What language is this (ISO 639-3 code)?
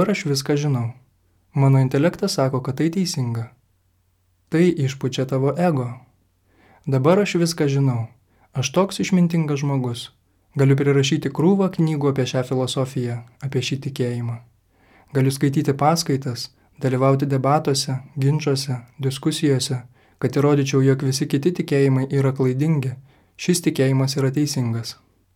lit